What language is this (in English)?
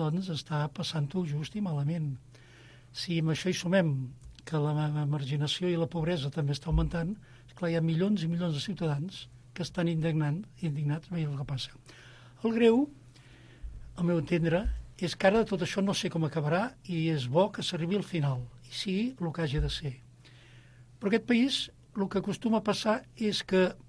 Catalan